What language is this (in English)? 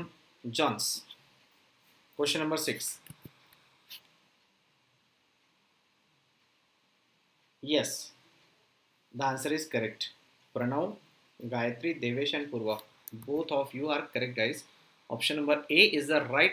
Marathi